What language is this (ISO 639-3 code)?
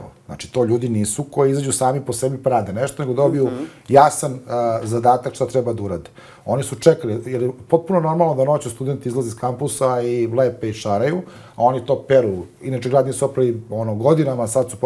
srp